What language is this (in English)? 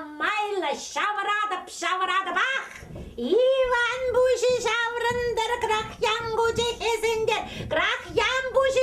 Chuvash